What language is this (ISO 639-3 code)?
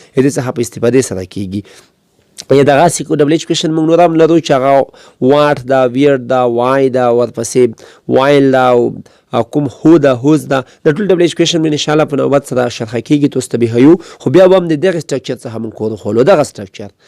pus